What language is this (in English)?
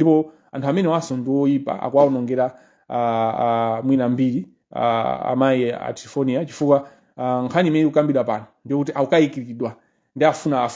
Nyanja